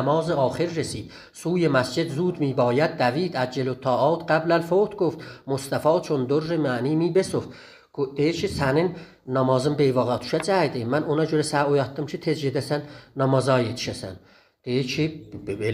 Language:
South Azerbaijani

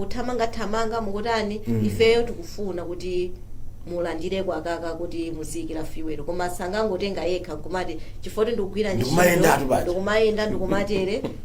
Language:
Nyanja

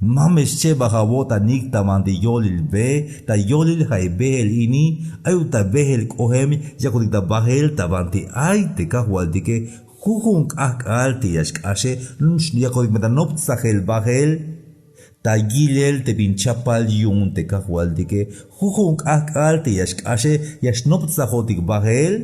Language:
Tzeltal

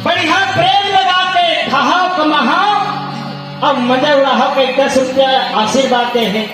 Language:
Chhattisgarhi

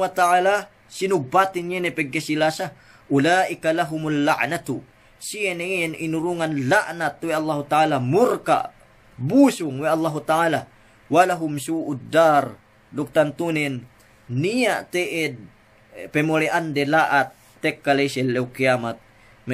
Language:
Yakan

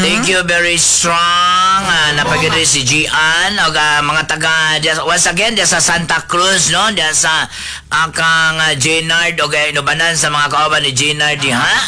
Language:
Cebuano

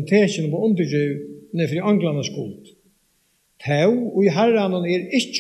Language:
Faroese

